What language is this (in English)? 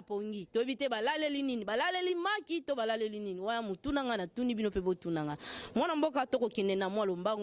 Lingala